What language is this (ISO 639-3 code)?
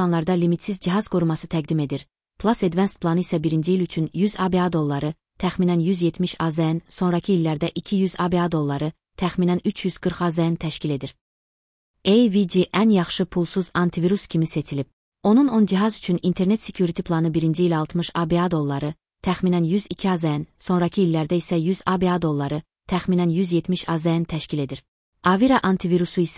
aze